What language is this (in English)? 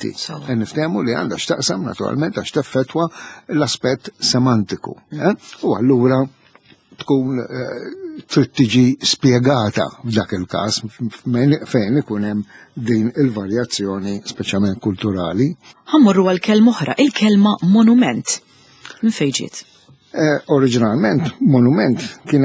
Maltese